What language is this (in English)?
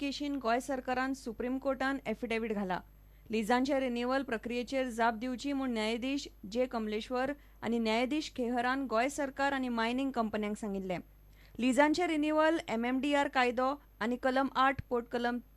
Konkani